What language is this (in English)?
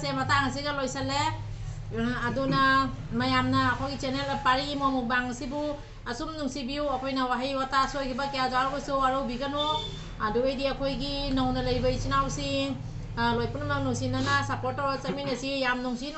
Manipuri